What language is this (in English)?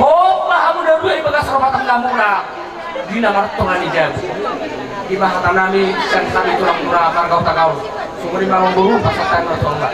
Batak Toba